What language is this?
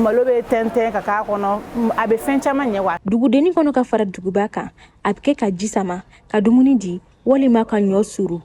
Bambara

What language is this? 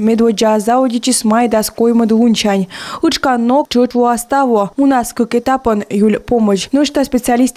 Komi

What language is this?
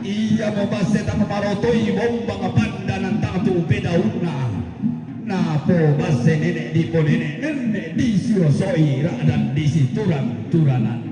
Toraja-Sa'dan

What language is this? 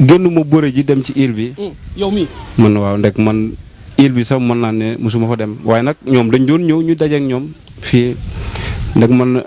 Wolof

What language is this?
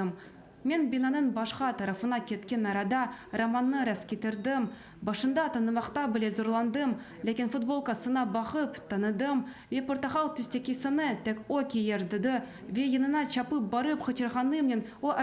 Crimean Tatar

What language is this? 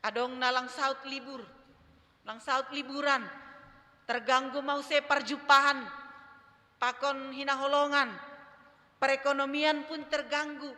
Batak Simalungun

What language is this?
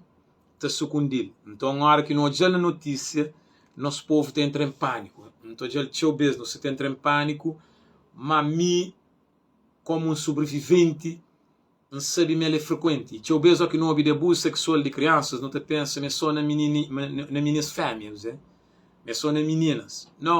Kabuverdianu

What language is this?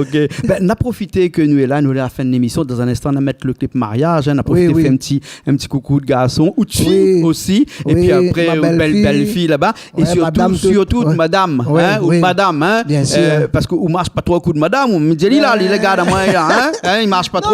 Réunion Creole French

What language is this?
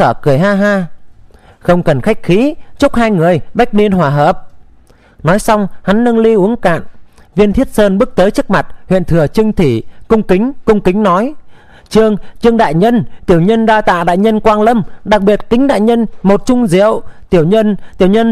Vietnamese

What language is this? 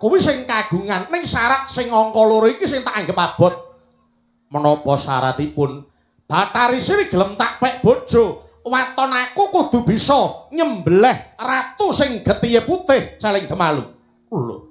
Javanese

